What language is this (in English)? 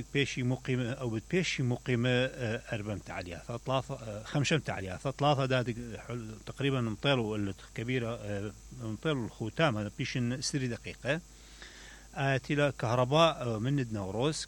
Mesopotamian Arabic